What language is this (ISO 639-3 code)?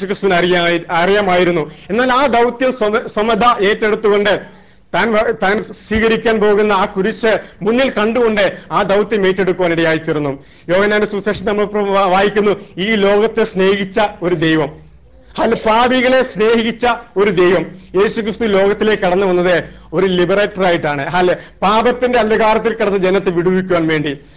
mal